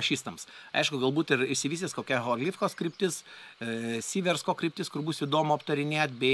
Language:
Lithuanian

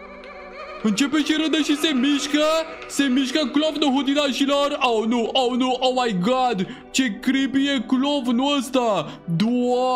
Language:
Romanian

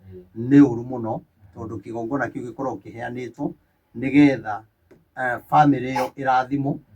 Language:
Kikuyu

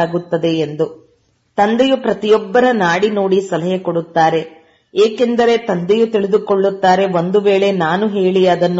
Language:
Kannada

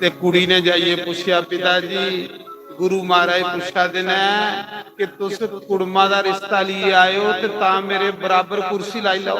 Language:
Dogri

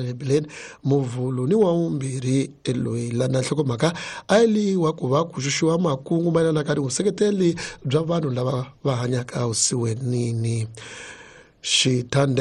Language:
Tsonga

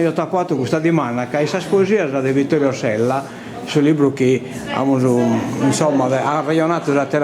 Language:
Sardinian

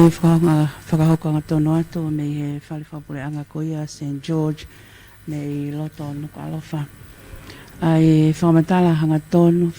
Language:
Tongan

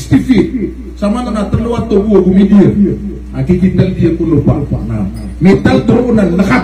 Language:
Maranao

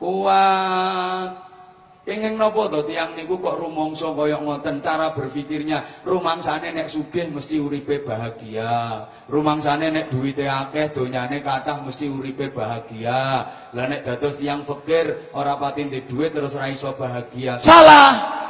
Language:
Javanese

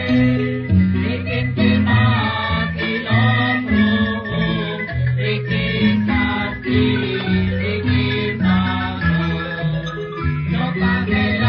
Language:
Kekchí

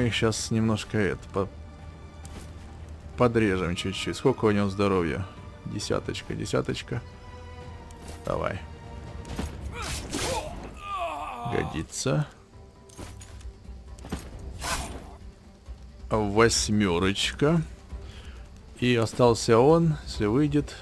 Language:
Russian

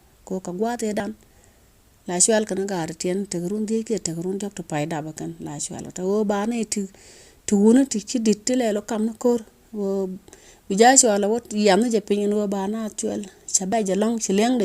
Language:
Nuer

